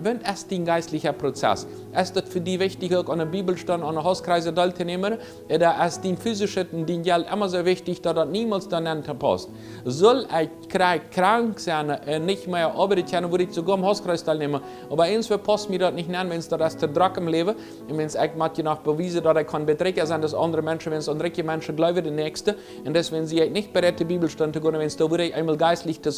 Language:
Plautdietsch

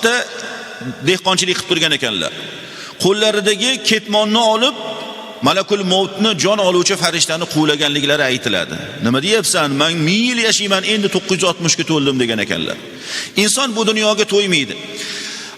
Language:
Uzbek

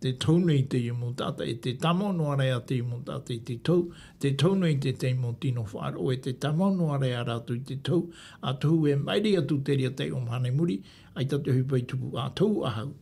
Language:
Tahitian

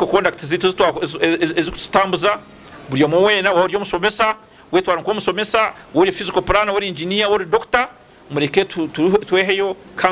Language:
Nyankole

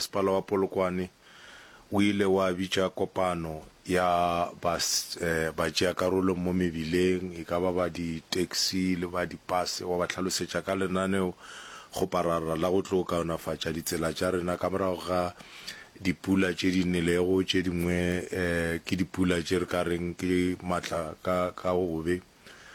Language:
Northern Sotho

